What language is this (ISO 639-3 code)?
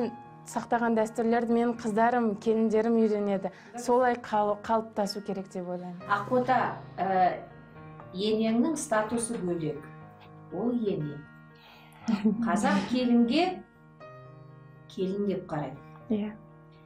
kaz